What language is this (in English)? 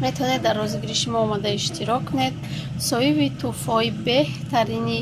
Tajik